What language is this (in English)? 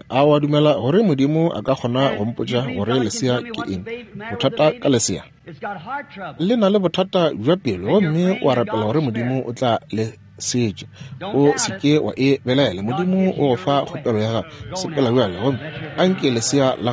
Northern Sotho